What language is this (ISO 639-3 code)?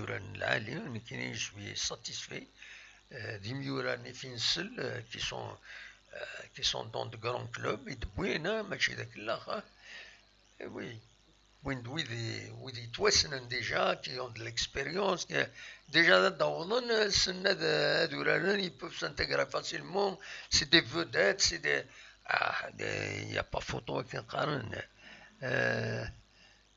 kab